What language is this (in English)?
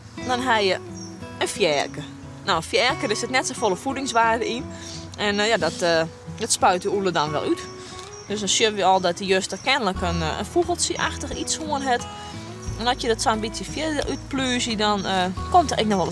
Western Frisian